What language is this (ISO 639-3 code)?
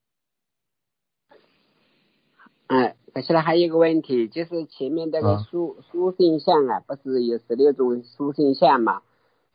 zho